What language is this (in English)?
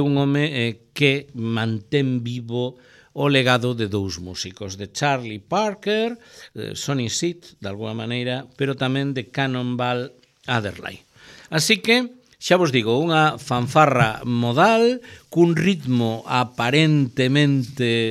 Galician